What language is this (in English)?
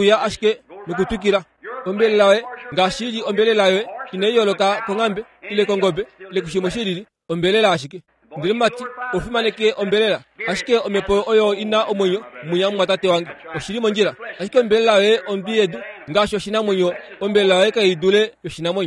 Kuanyama